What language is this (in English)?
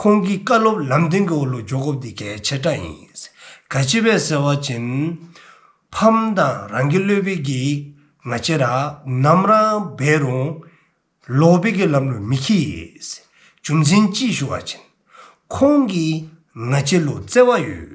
Dzongkha